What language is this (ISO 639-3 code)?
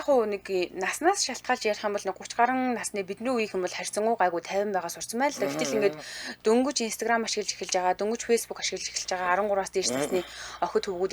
mon